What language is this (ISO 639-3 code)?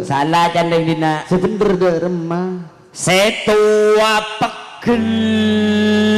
mad